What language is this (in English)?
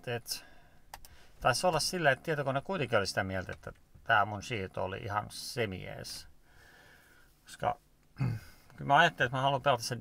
Finnish